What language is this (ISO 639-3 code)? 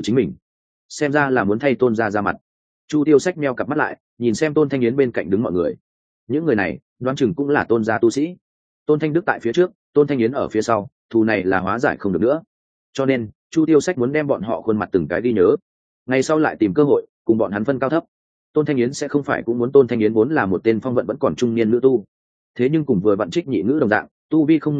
vie